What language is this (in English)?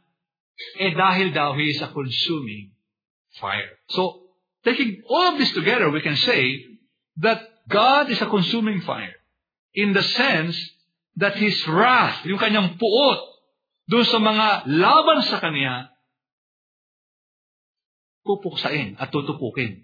Filipino